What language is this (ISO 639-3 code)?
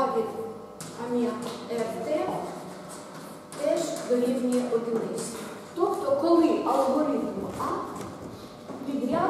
ukr